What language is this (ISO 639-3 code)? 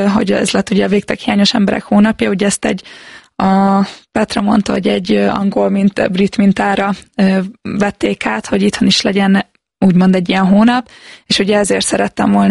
hun